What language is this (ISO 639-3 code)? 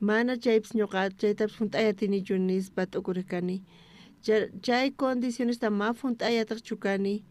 quh